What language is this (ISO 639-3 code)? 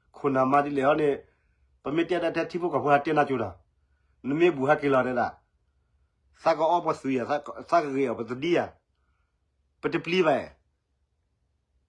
ksw